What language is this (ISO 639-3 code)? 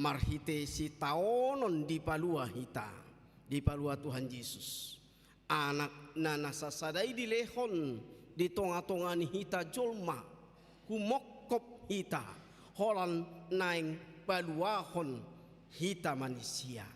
bbc